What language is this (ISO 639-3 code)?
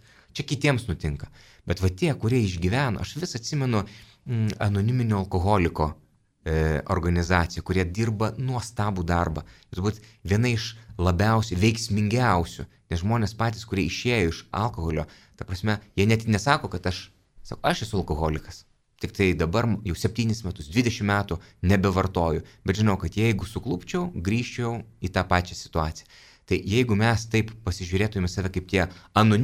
lit